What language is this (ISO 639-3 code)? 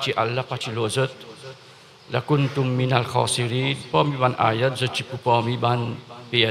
mfe